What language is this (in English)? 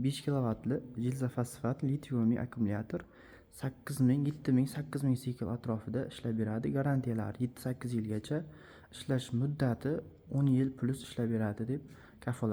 Uzbek